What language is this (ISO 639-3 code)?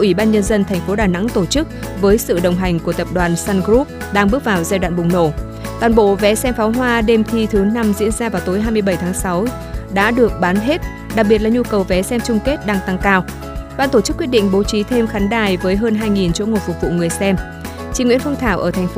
vie